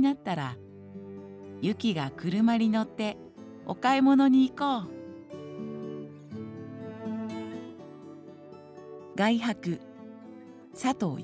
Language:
Japanese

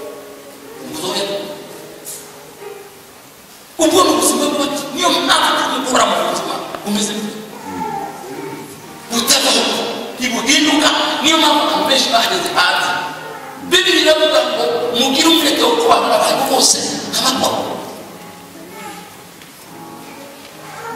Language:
Kinyarwanda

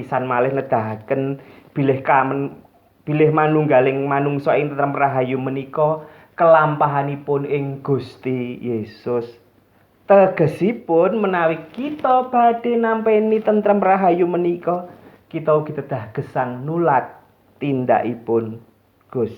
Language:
Javanese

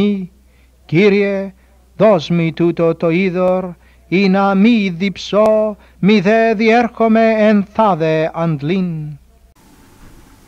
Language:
Ancient Greek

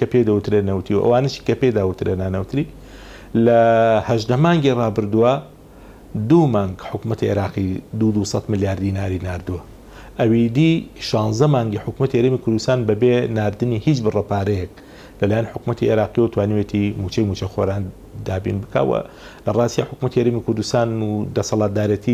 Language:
Central Kurdish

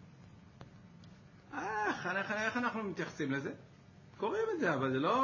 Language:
Hebrew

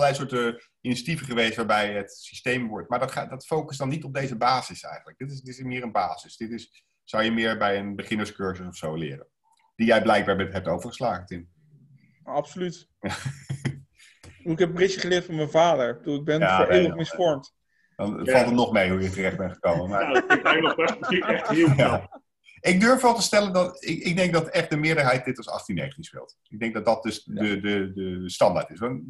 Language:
Dutch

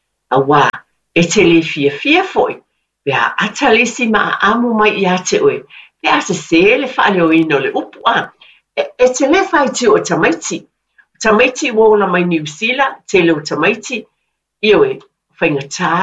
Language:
Samoan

